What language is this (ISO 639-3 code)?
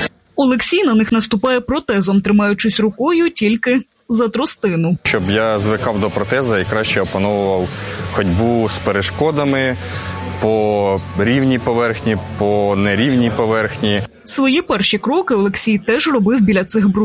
ukr